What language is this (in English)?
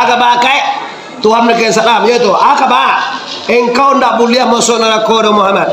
Minangkabau